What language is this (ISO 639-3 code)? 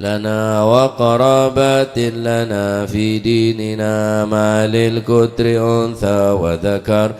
mad